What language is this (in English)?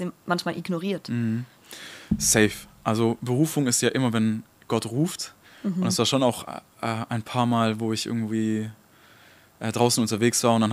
Swiss German